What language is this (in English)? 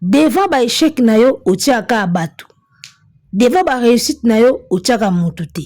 Lingala